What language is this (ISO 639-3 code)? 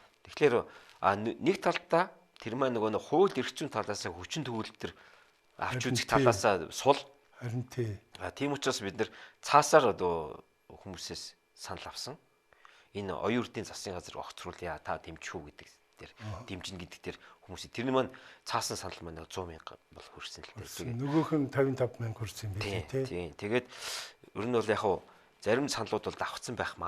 mon